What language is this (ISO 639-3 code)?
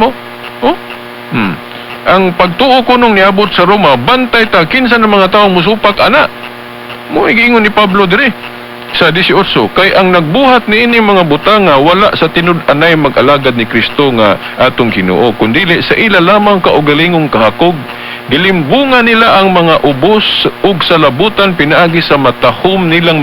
ceb